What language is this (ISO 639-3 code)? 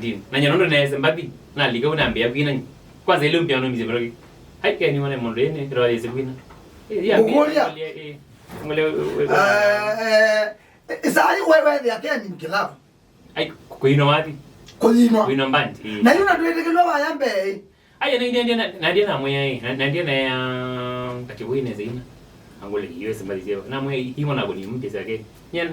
kam